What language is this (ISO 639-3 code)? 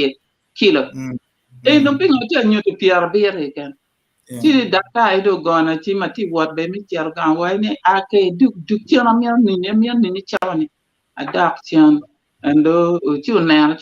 ach